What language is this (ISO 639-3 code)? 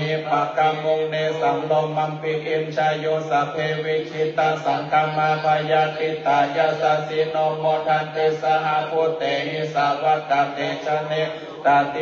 pli